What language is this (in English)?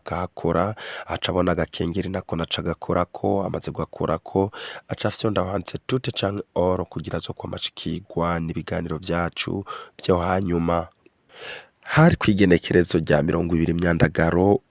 Rundi